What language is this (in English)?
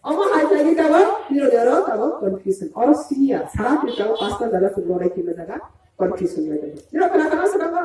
Riang (India)